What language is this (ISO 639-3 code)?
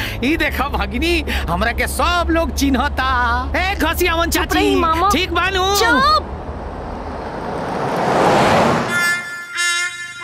bho